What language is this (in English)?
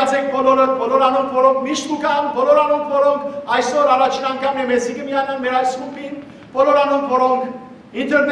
Western Armenian